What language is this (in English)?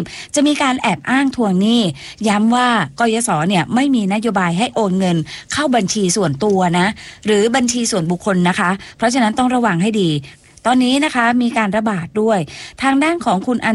Thai